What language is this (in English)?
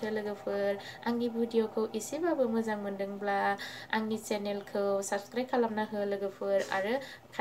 Bodo